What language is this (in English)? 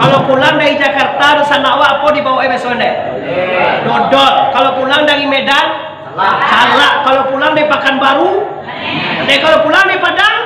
Minangkabau